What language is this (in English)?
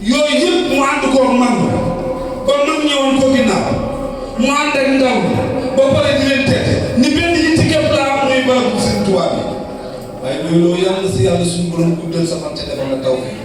Wolof